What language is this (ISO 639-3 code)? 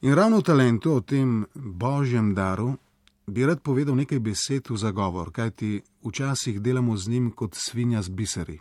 slv